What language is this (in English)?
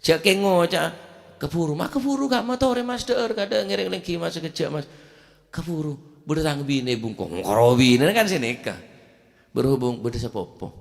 Madurese